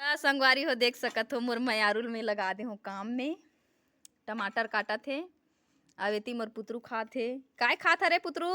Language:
Chhattisgarhi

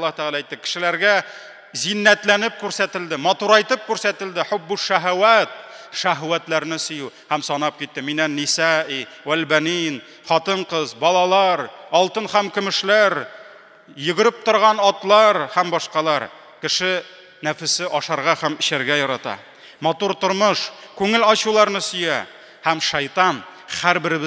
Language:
Tatar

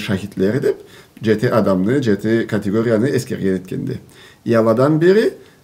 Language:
Karachay-Balkar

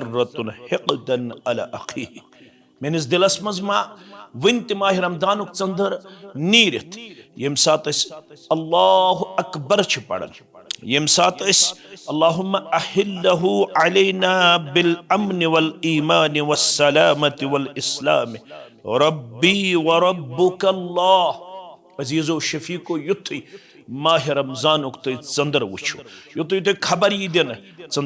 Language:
Kashmiri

